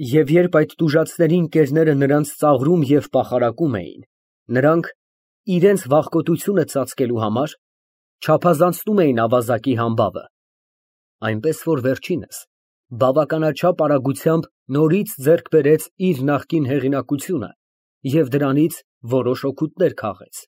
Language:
Armenian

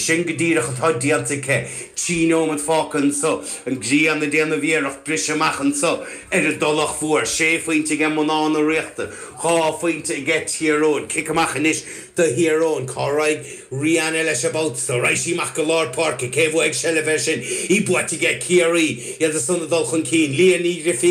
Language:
Irish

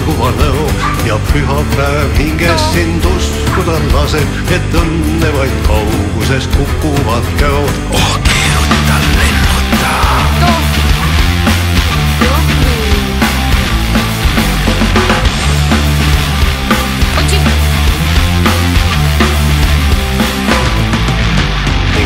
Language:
Estonian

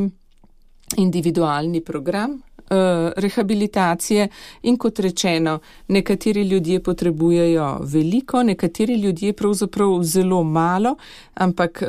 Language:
Slovenian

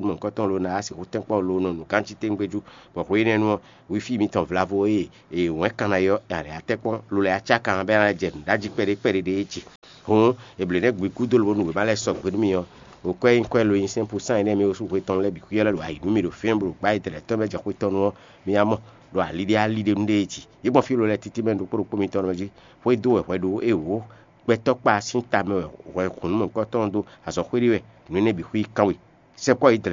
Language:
Fon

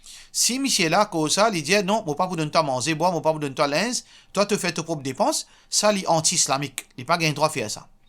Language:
Morisyen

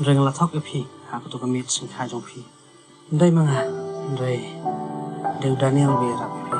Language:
Khasi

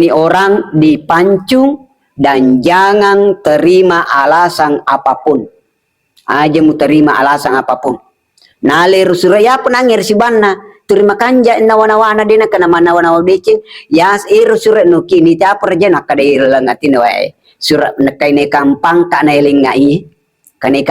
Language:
Buginese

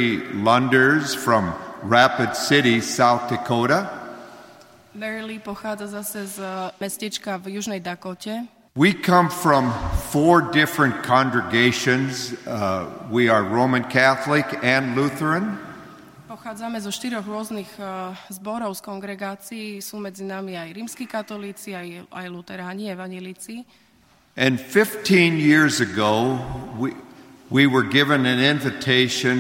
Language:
Slovak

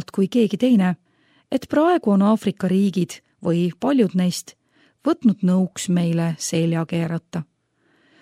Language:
Estonian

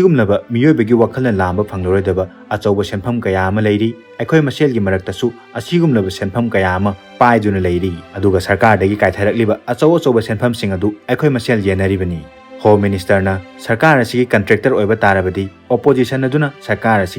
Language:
Manipuri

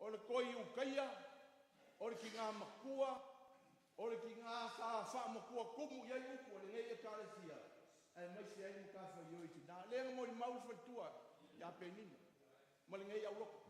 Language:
Samoan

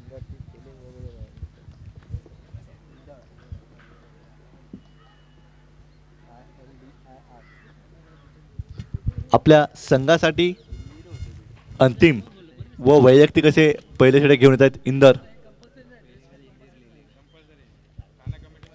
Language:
Marathi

